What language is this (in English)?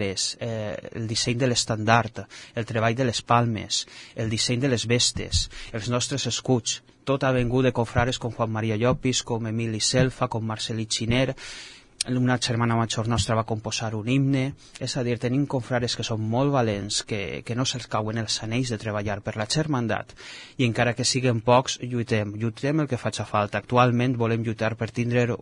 Catalan